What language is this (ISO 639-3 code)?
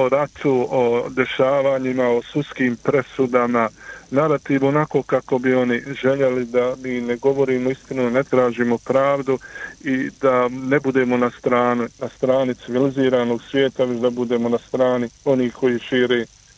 bos